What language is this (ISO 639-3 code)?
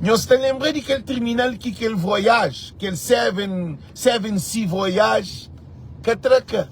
kea